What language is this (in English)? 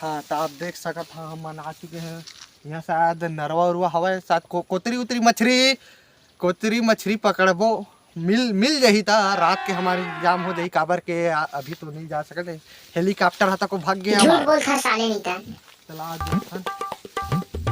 Chhattisgarhi